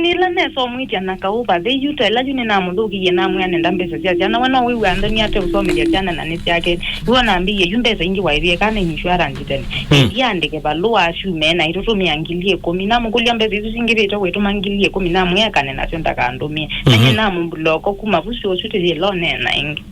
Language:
Kamba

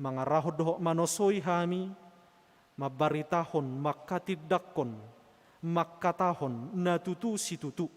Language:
Batak Toba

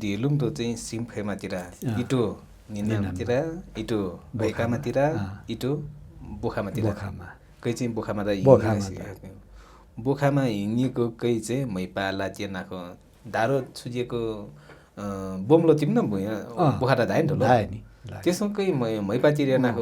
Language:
Nepali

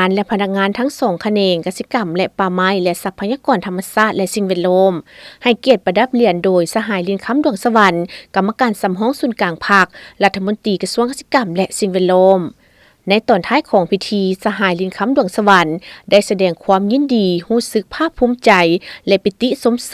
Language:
Lao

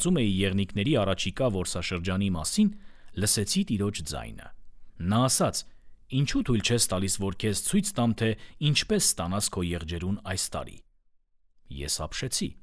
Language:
Armenian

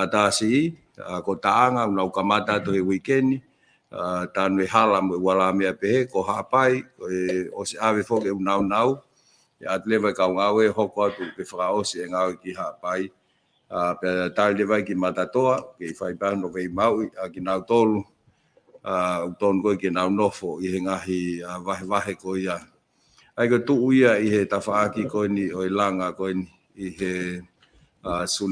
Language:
Tongan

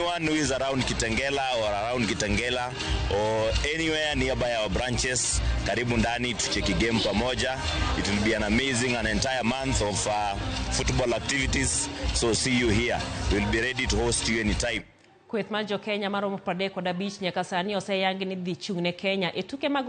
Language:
Luo (Kenya and Tanzania)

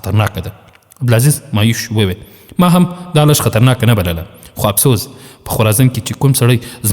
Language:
Pashto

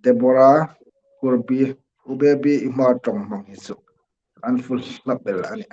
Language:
Hmar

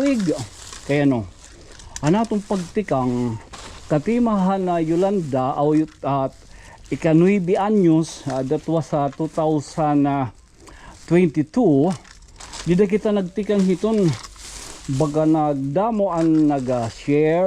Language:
Waray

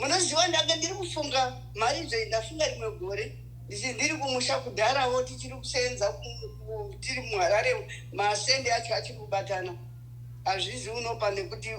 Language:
Shona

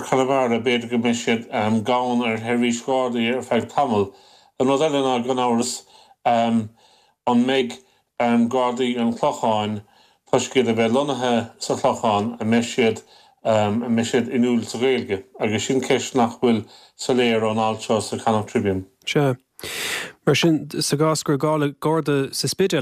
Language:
Irish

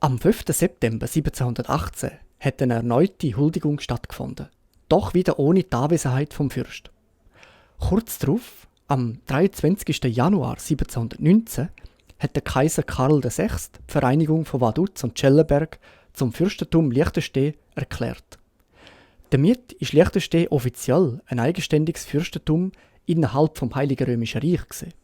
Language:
Swiss German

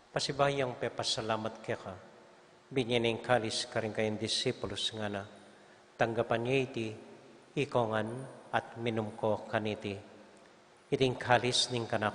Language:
Pampanga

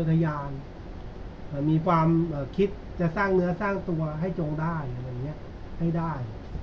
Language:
Thai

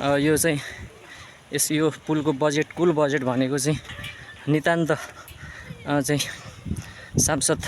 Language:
Nepali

